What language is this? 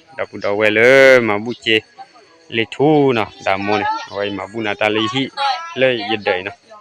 S'gaw Karen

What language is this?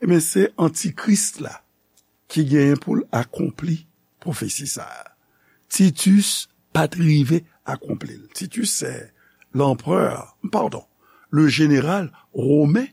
Haitian Creole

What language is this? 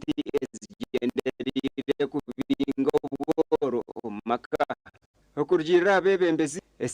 Nyankole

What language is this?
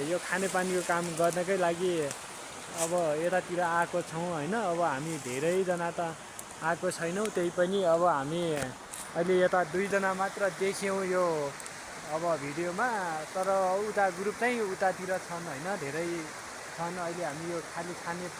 Nepali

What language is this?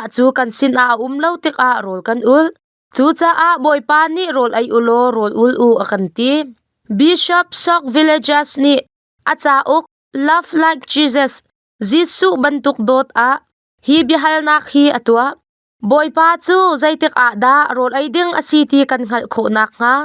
Hakha Chin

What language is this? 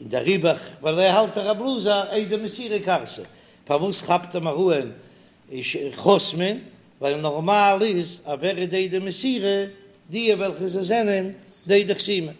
Yiddish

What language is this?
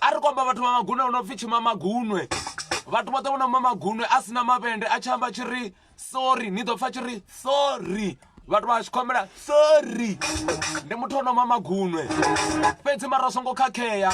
Venda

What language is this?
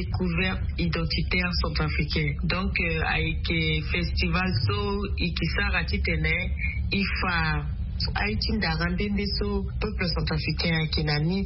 Sango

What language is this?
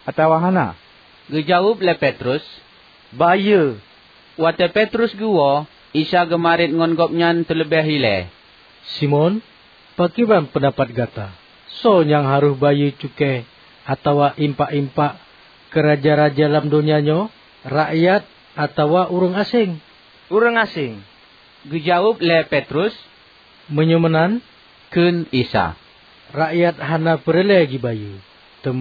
Achinese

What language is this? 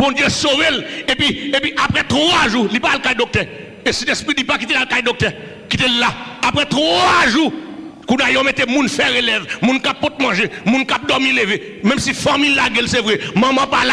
Haitian Creole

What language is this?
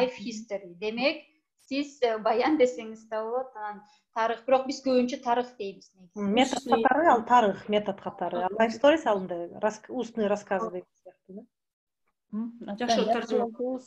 Kyrgyz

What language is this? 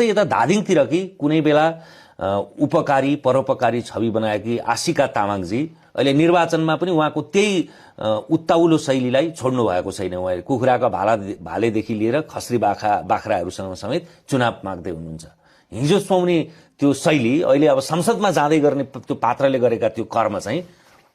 Nepali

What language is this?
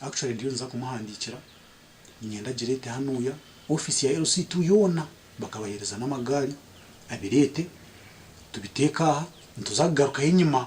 Nyankole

